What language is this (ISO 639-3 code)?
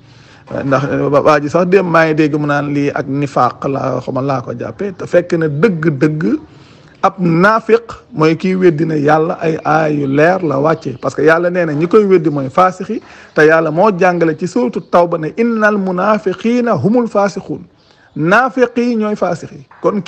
wol